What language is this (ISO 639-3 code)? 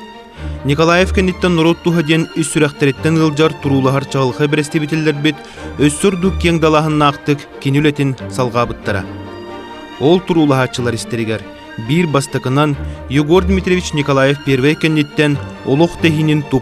sah